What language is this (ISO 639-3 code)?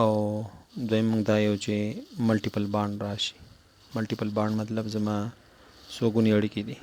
pus